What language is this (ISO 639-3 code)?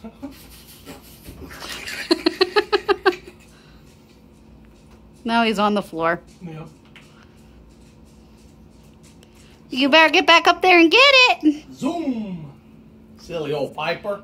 eng